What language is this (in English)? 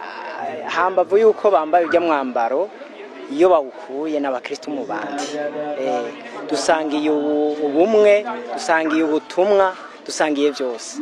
Rundi